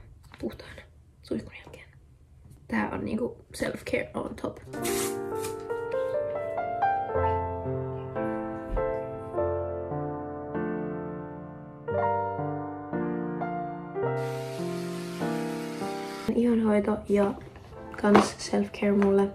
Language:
Finnish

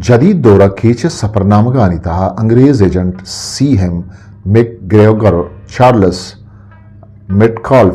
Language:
Eastern Balochi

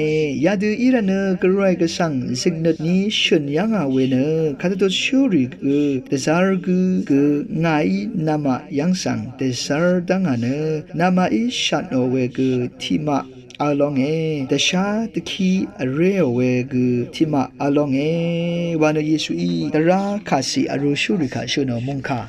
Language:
Rawang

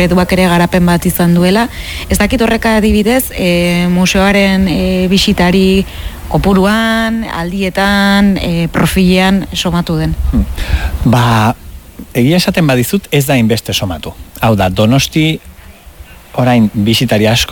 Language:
Basque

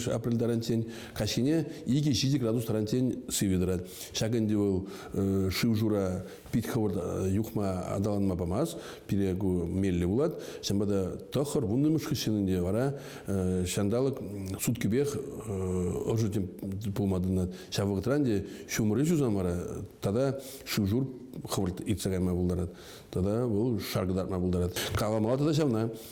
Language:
Chuvash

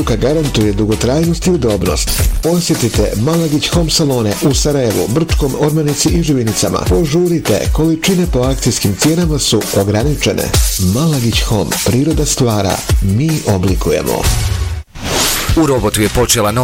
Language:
Bosnian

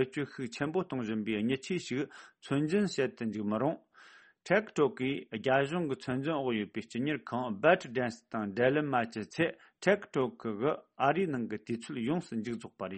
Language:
Tibetan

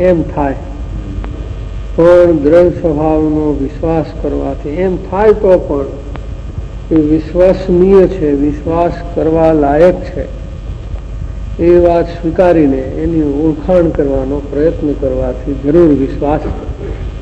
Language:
Gujarati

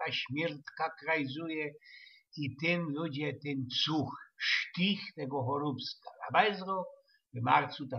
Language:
Silesian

